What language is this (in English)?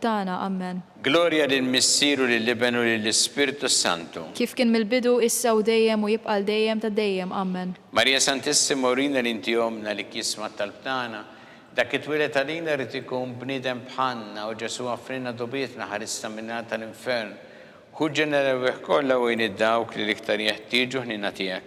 Maltese